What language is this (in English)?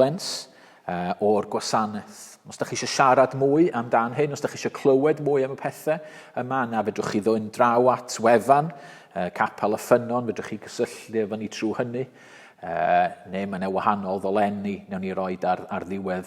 Welsh